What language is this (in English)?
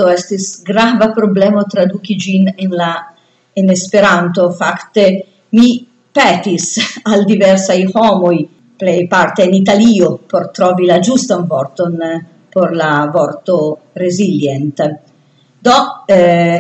Esperanto